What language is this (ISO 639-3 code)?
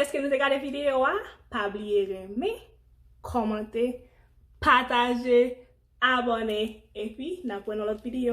hat